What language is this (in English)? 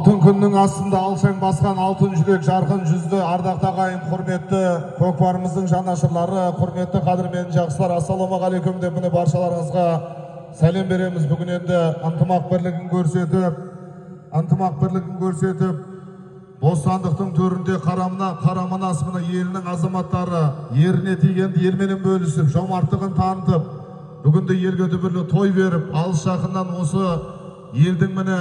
Kazakh